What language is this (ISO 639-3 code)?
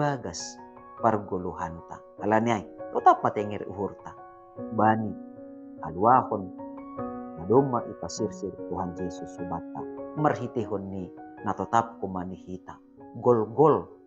bts